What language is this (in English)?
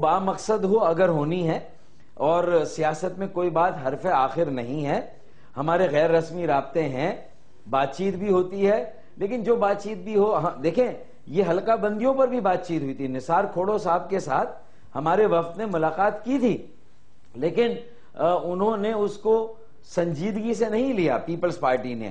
Urdu